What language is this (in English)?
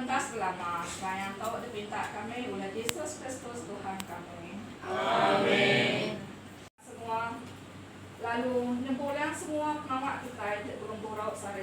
Iban